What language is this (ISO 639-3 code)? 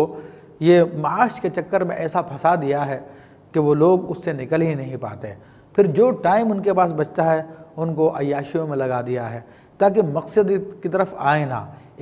urd